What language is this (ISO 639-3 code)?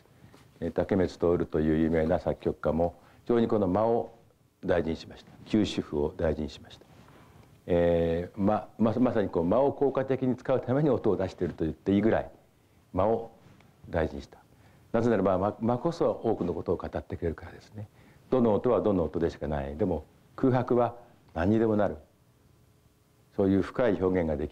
jpn